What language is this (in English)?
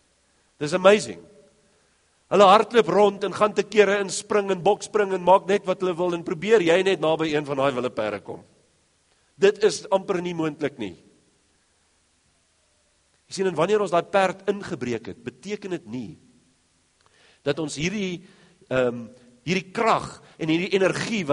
Afrikaans